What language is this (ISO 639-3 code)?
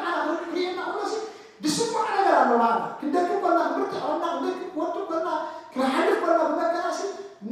tir